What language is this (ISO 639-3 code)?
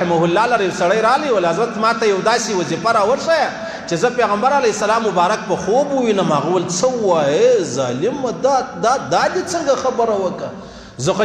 pus